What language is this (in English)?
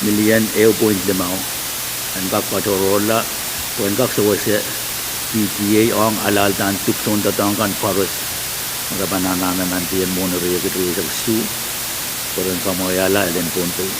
Pohnpeian